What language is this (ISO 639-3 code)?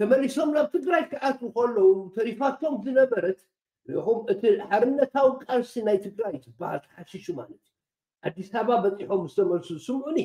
tir